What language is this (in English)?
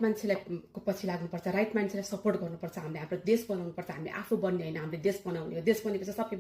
Nepali